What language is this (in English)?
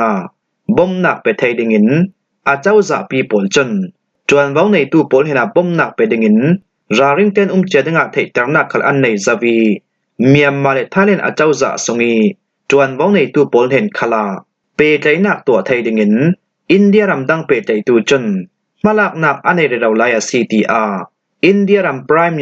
Falam Chin